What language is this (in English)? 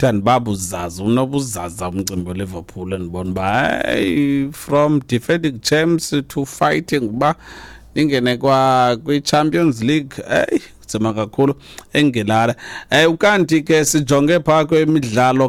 Xhosa